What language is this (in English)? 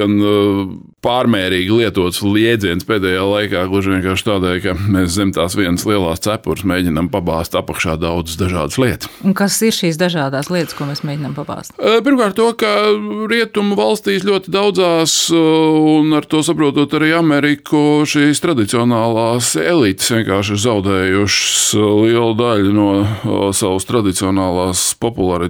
Latvian